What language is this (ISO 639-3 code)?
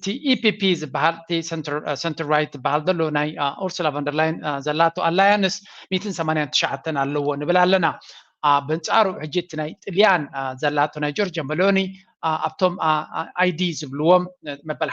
tir